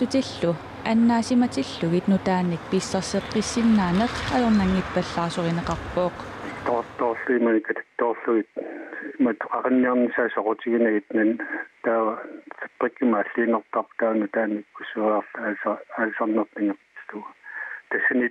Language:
Kalaallisut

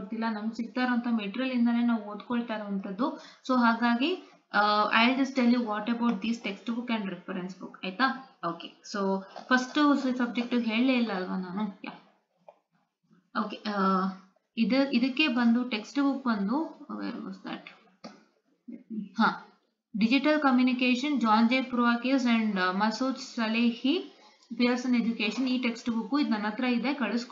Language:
Kannada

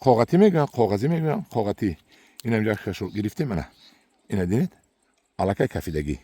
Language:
Tajik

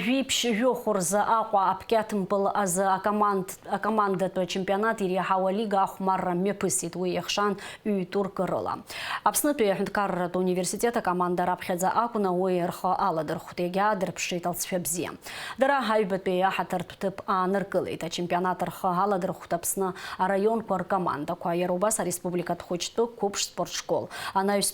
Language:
Abkhazian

